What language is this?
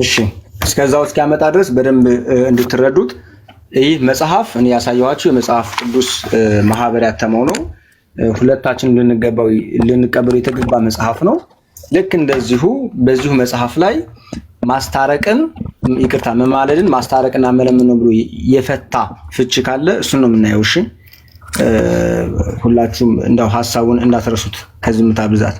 Amharic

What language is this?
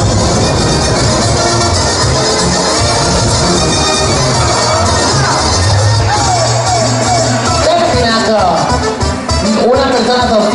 Spanish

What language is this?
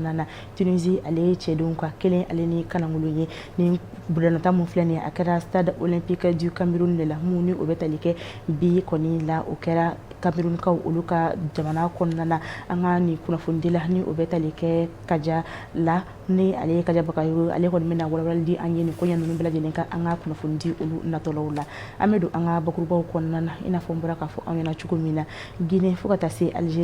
Bambara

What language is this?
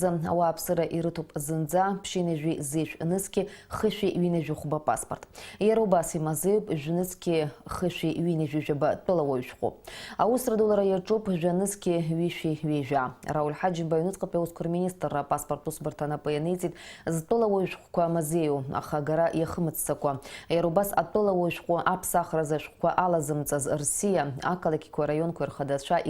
Abkhazian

